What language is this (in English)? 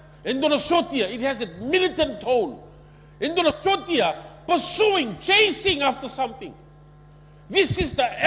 Fijian